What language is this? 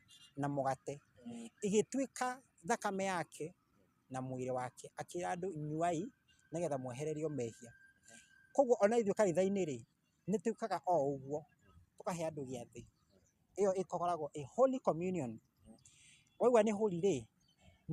Kikuyu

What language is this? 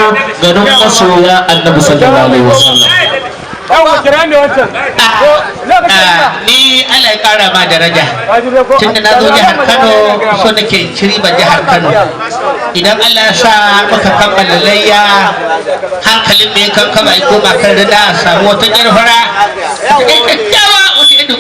Hausa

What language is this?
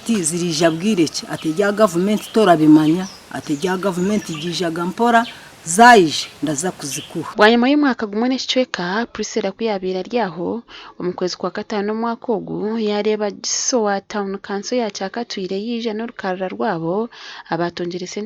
Nyankole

